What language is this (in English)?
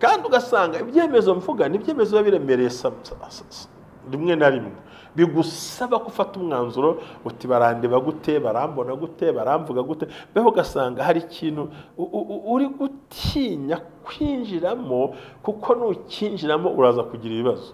Kinyarwanda